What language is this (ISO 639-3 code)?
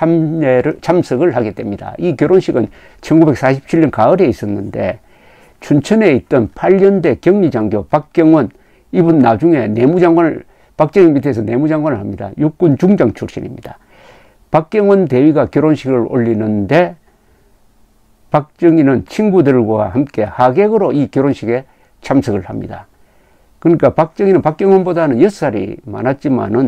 kor